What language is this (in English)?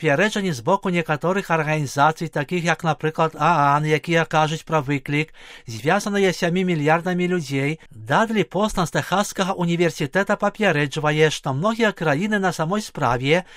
Belarusian